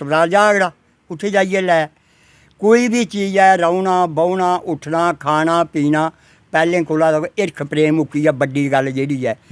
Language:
Dogri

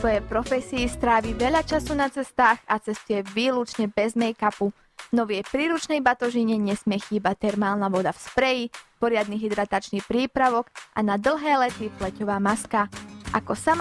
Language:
Slovak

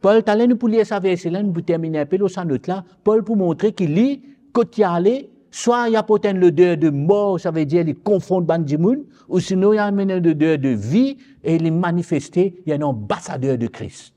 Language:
Morisyen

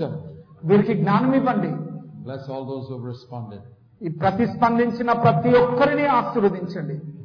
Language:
Telugu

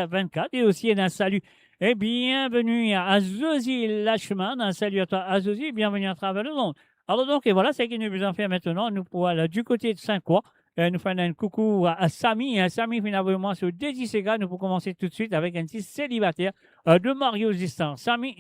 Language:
Morisyen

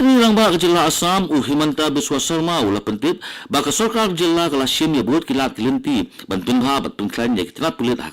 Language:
Khasi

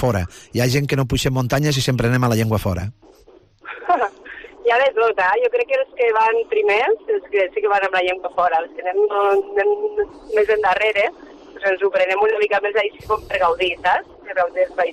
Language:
Catalan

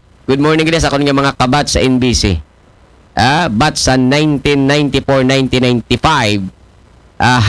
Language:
Aklanon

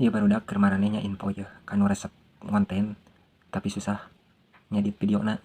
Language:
Sundanese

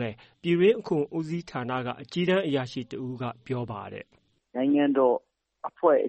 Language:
Burmese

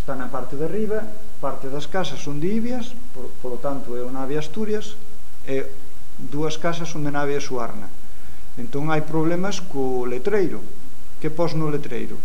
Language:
Galician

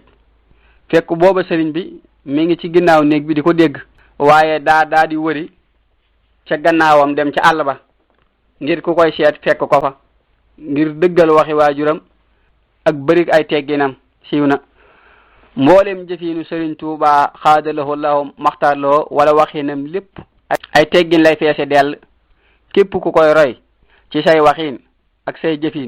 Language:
Wolof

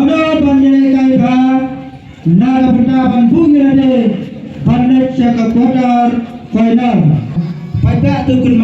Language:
Khasi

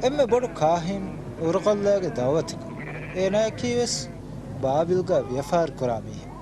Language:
Divehi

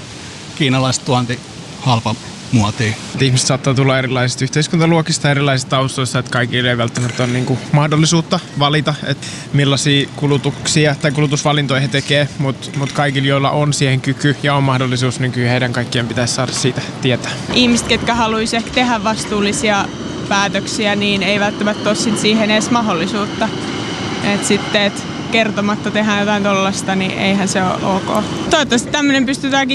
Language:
Finnish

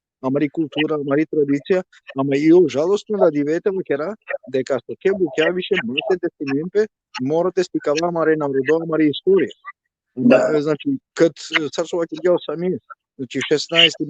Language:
Balkan Romani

